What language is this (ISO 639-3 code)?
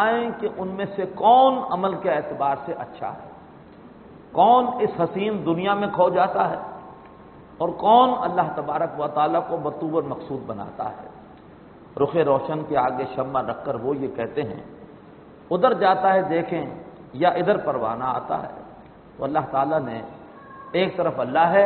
urd